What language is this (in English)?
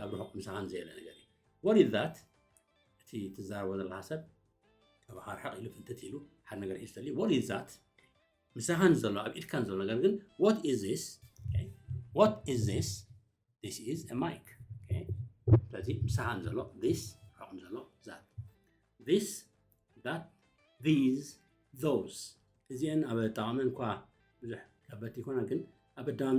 Tigrinya